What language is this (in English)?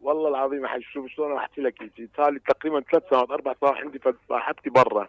Mesopotamian Arabic